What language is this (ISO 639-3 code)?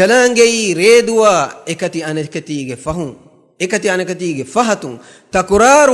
div